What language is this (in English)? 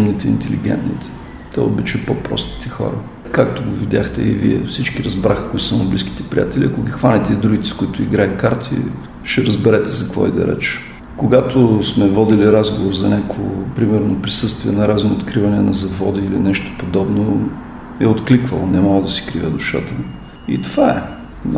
Bulgarian